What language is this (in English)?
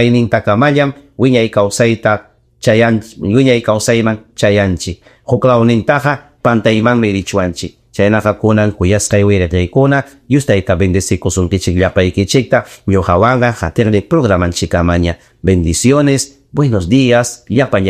Ayacucho Quechua